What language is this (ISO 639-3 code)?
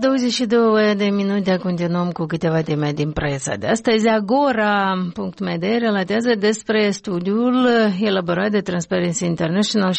ron